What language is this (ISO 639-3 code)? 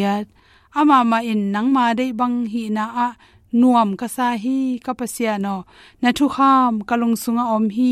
ctd